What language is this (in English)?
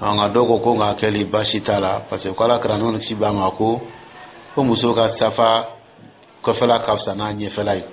Dyula